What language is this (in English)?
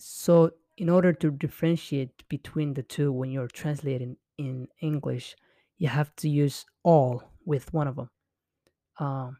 English